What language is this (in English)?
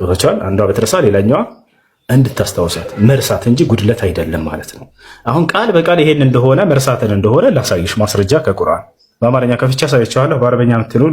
Amharic